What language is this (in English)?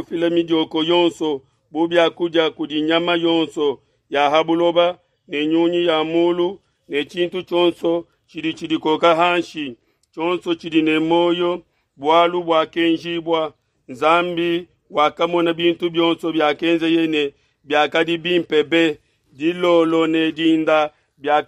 Luba-Lulua